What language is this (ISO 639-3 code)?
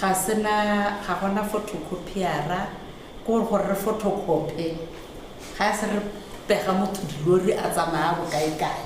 tsn